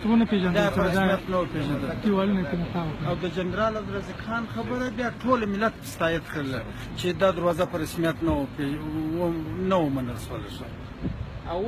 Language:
Pashto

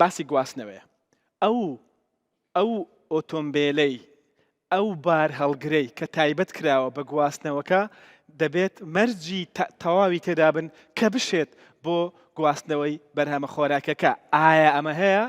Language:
Central Kurdish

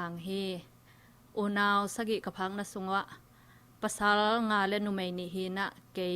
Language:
Tedim Chin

